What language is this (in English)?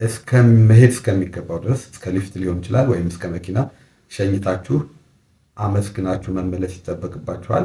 Amharic